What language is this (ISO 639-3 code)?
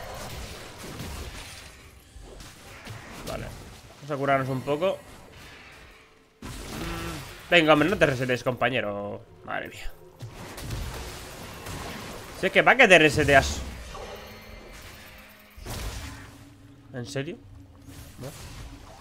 spa